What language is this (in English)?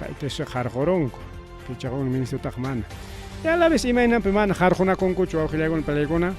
Ayacucho Quechua